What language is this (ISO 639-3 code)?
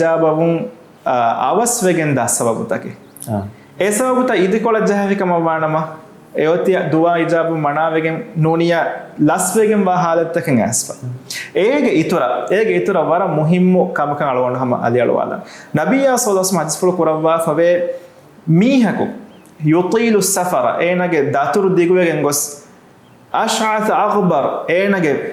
div